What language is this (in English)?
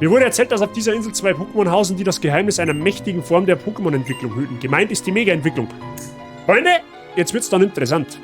Bavarian